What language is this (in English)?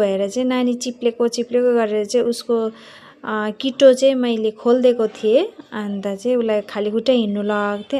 Nepali